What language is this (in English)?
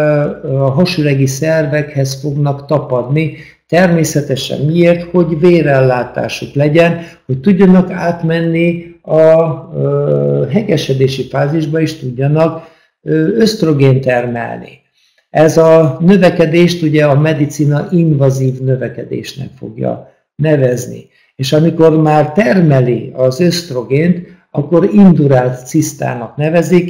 Hungarian